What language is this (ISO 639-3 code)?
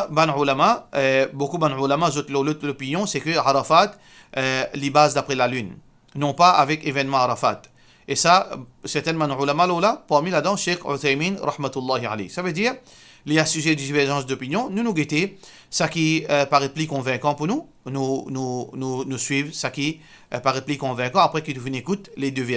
mfe